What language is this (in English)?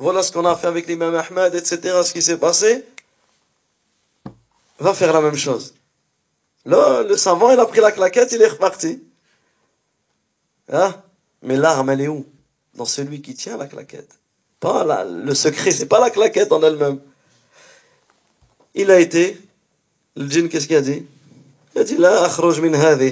French